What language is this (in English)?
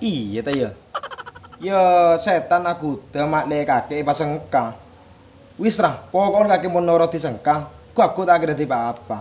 Madurese